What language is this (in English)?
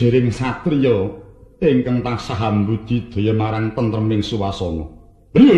Javanese